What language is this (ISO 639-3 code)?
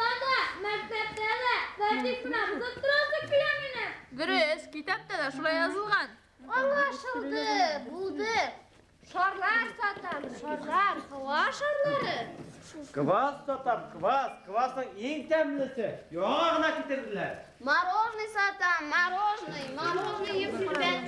bak